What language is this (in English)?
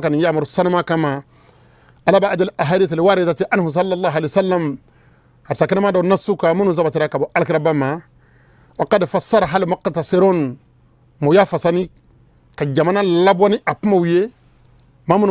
Bambara